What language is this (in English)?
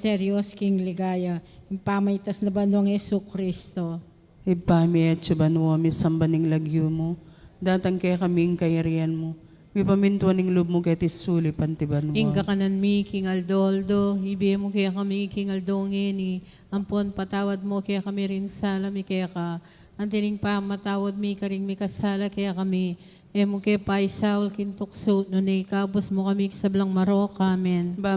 Pampanga